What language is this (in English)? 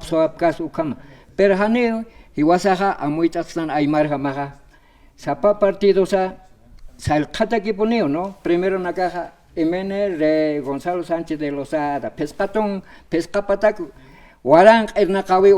Aymara